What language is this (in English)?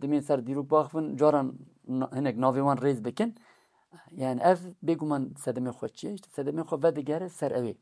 Kurdish